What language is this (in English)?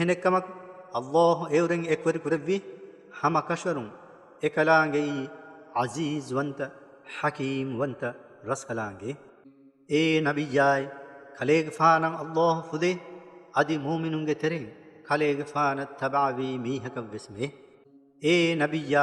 Divehi